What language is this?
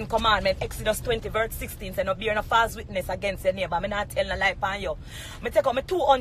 Jamaican Creole English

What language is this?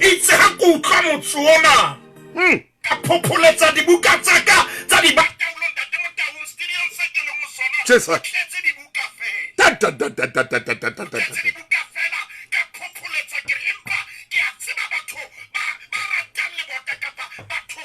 Southern Sotho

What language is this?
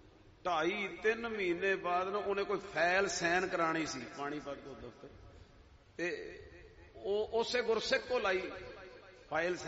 Punjabi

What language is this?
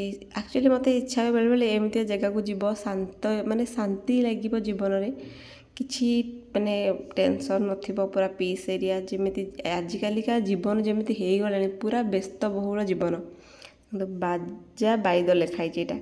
Odia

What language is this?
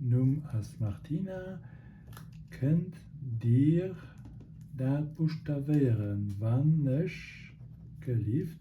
Luxembourgish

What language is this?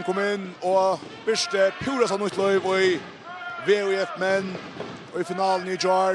Faroese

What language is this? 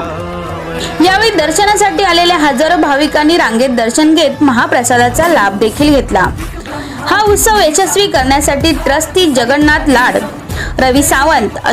Marathi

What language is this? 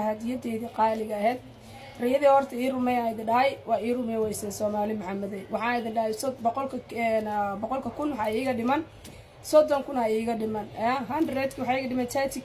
Somali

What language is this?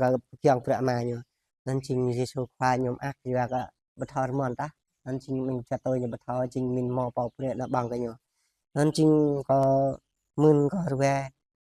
Jarai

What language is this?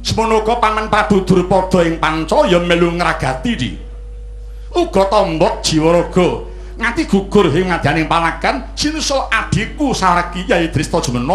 Javanese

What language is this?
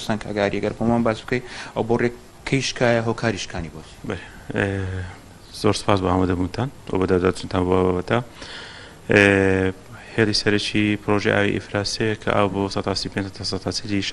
Central Kurdish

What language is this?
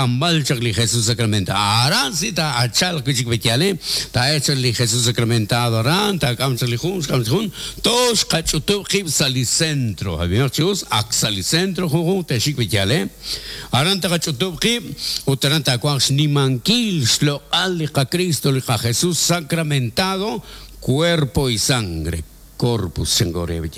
Kekchí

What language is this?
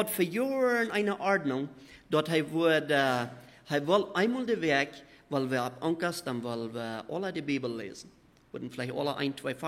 Plautdietsch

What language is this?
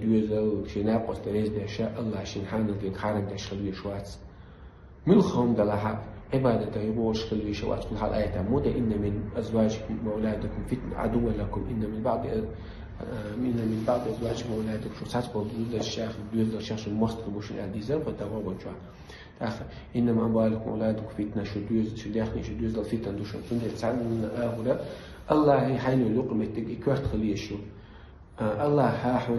Chechen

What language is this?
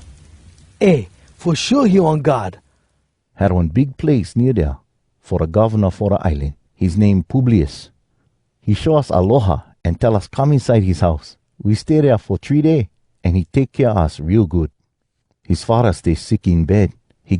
Hawai'i Creole English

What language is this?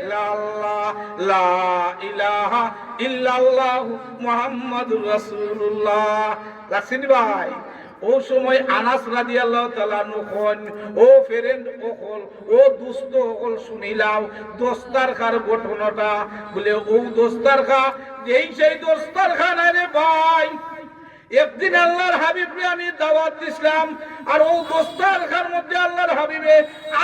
Sylheti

